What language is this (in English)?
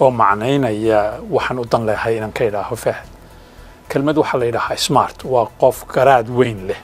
Somali